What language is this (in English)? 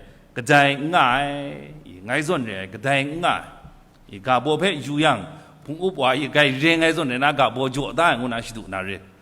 Kachin